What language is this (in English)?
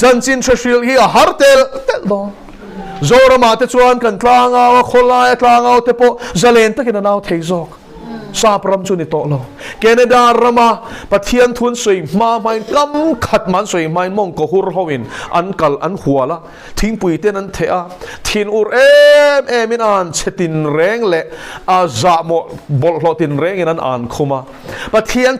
Mizo